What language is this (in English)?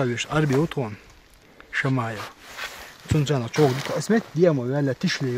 Chechen